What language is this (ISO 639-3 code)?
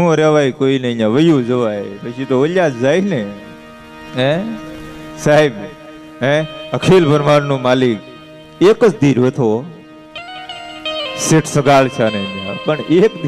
guj